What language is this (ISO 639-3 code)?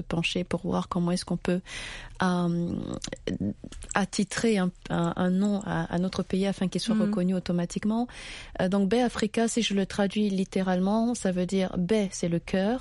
fra